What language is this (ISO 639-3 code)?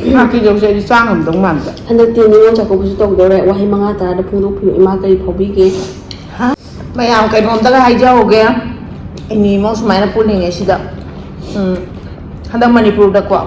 mni